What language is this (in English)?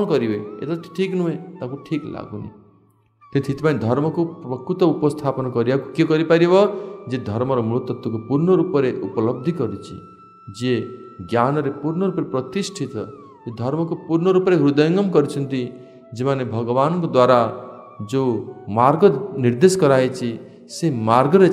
Odia